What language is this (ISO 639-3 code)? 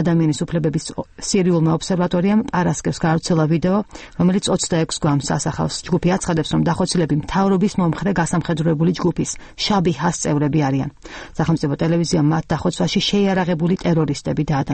kat